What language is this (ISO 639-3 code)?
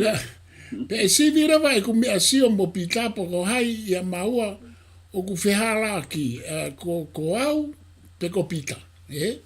ton